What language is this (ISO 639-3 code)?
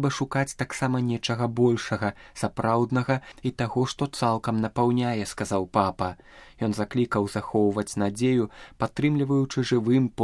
bel